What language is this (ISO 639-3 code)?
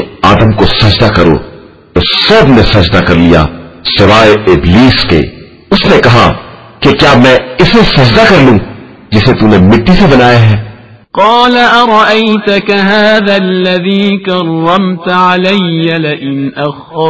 urd